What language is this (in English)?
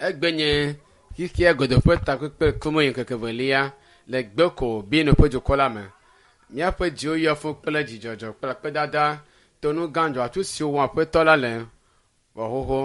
Ewe